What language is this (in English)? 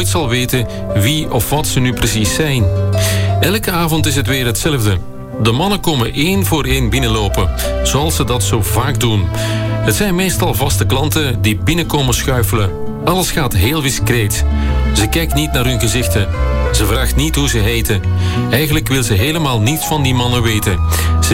Dutch